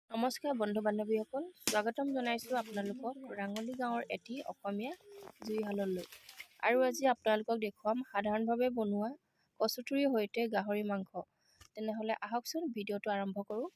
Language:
Assamese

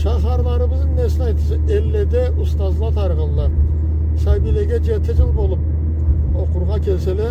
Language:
Karachay-Balkar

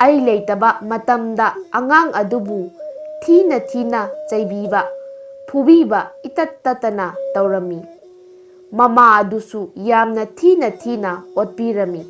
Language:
Manipuri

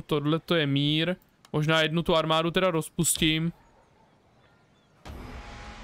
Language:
Czech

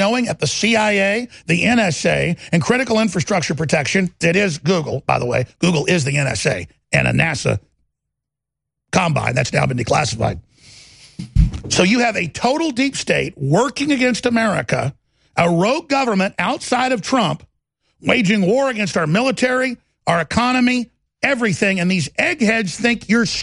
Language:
English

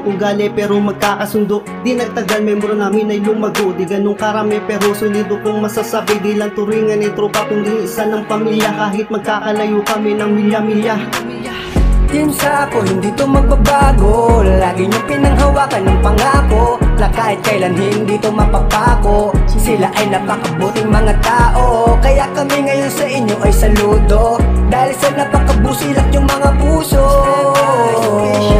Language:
Filipino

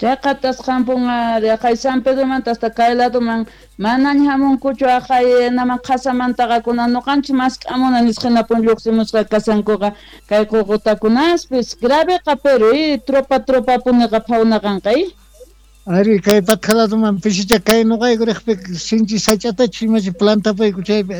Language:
Quechua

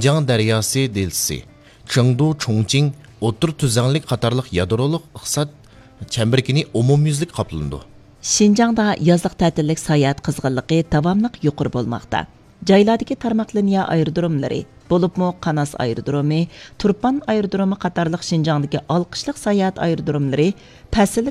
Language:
Uyghur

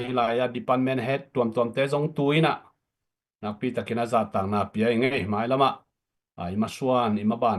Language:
Tedim Chin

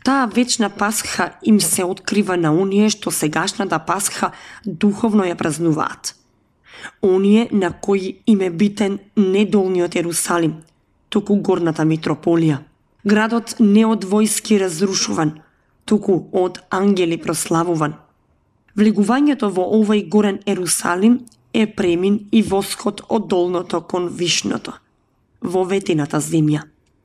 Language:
Macedonian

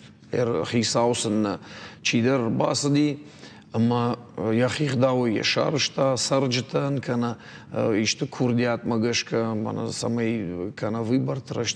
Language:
Ossetic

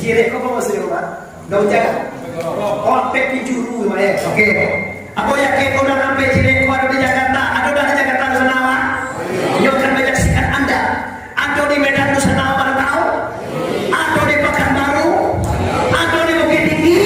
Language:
Minangkabau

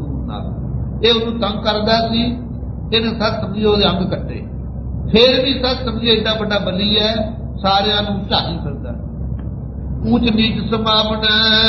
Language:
Punjabi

